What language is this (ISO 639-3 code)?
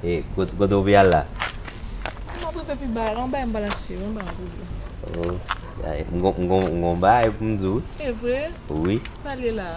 hat